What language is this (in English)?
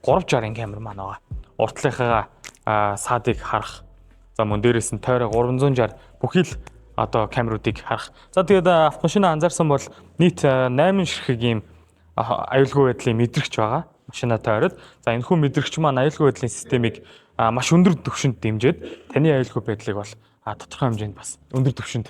Mongolian